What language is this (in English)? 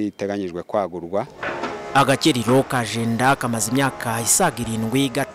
Kinyarwanda